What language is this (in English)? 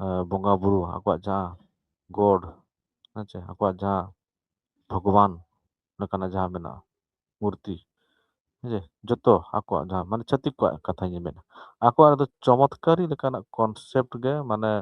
Santali